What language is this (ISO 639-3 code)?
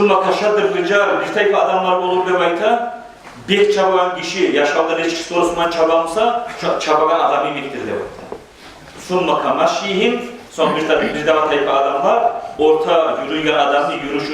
kum